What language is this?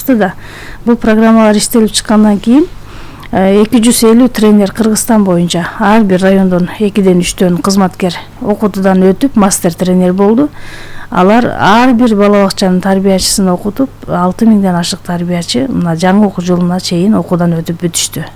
Kyrgyz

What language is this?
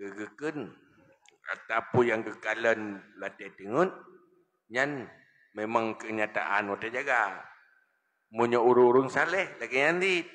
Achinese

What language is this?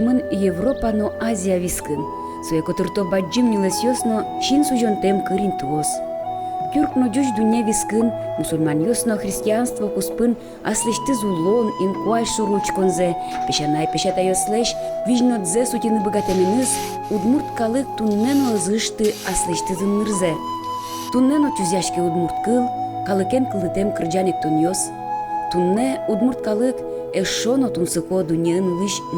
Udmurt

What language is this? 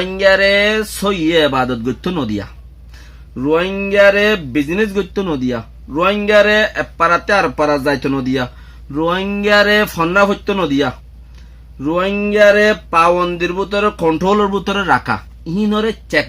Rohingya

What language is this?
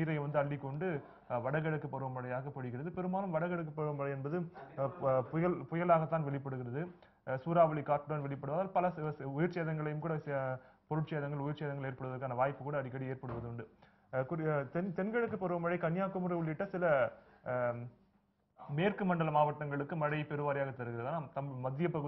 Tamil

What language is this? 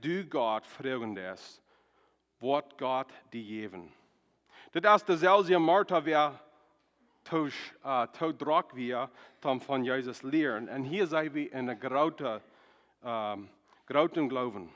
Plautdietsch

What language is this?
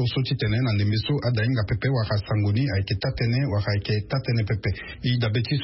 Sango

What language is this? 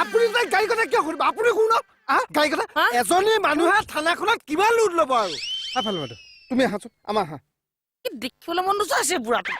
Assamese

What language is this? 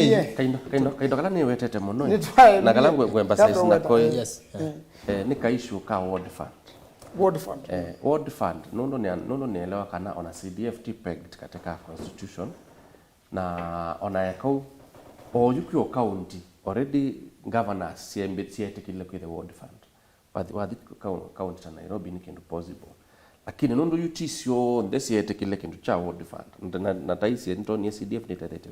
Kamba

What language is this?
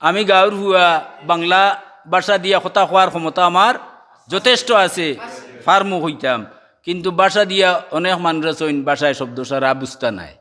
Sylheti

